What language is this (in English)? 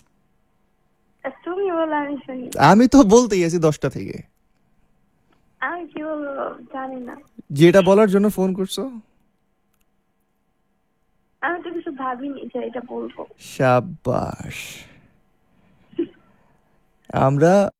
Bangla